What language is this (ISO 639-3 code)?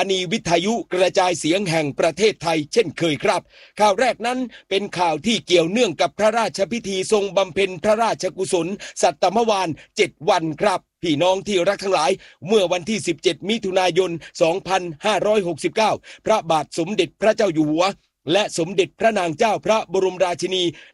tha